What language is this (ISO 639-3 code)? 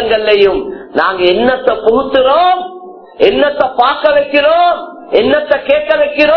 tam